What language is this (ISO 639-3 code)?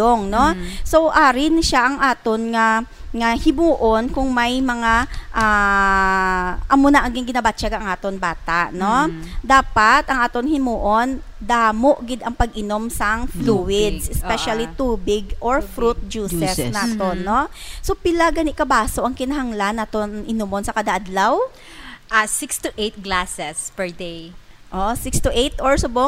hil